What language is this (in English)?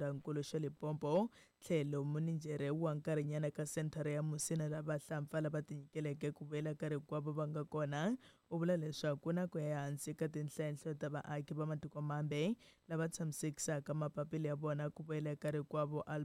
Tsonga